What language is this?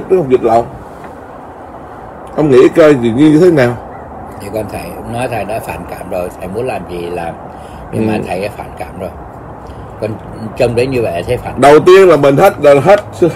Vietnamese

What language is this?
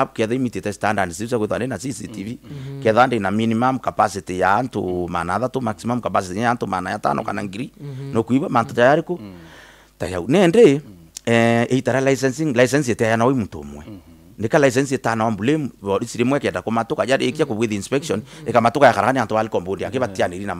Meru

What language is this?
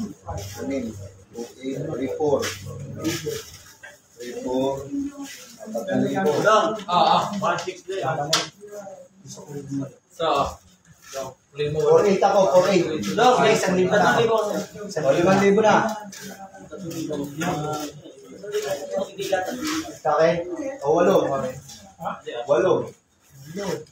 Filipino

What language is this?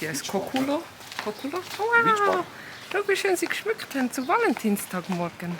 Swiss German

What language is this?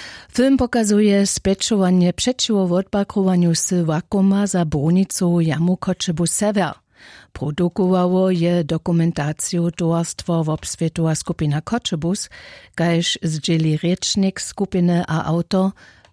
Upper Sorbian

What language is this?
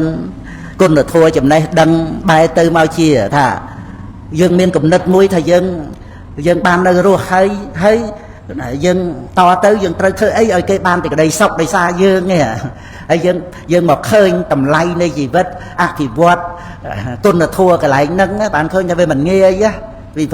Khmer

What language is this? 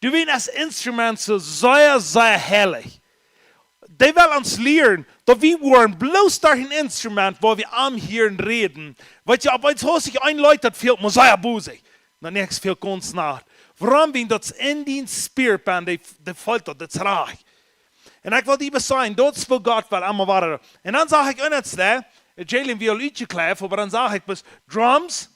Plautdietsch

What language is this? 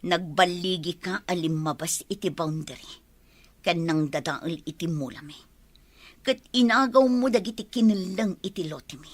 Iloko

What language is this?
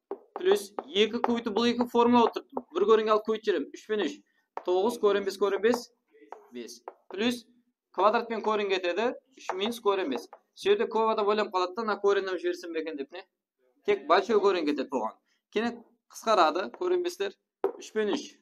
Kara-Kalpak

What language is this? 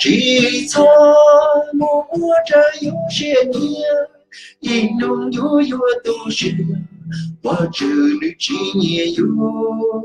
Hmong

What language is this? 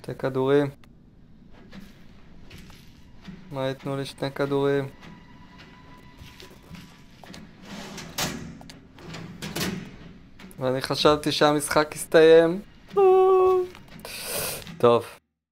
Hebrew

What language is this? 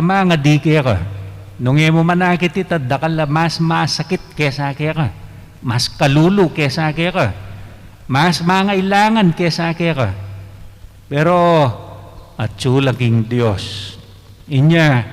Pampanga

